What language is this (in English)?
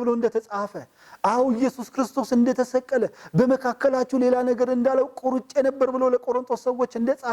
Amharic